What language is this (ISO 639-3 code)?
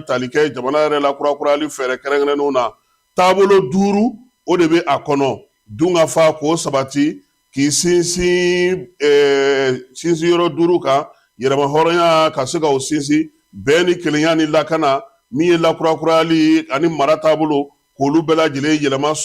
bam